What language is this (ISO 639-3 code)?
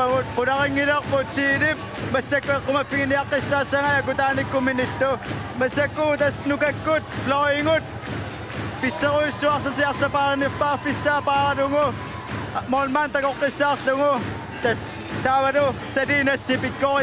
kal